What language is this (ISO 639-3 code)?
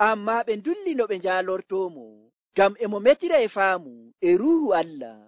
fuv